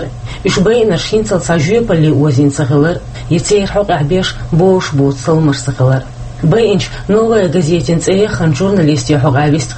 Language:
Chechen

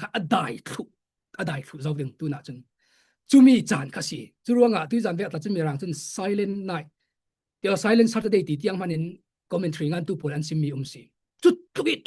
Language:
Falam Chin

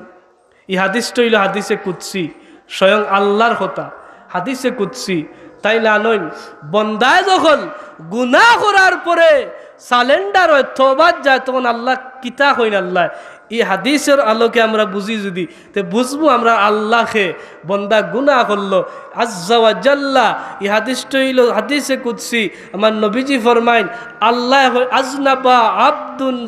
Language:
Sylheti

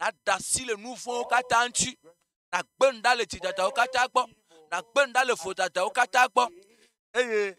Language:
Ewe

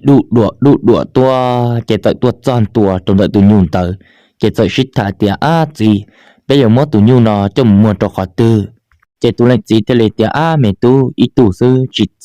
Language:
Hmong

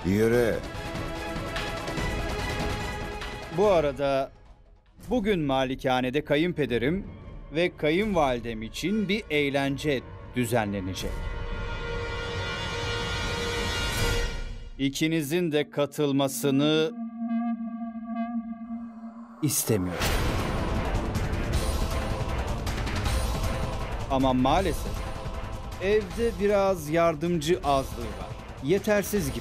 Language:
Turkish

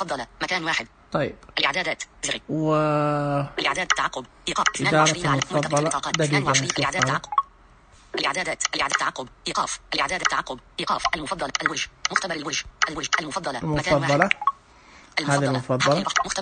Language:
Najdi Arabic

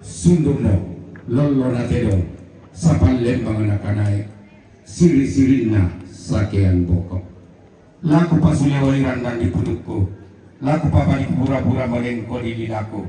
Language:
Toraja-Sa'dan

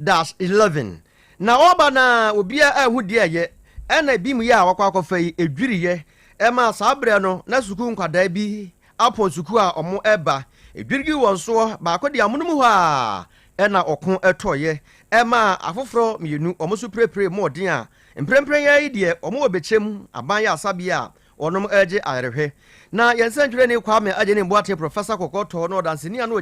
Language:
Akan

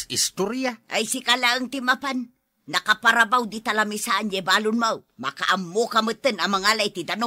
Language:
Iloko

